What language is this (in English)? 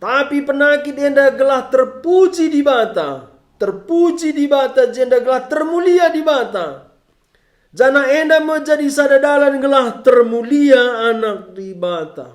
Batak Karo